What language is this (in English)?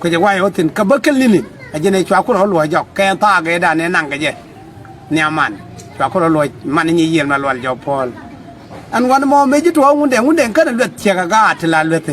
Nuer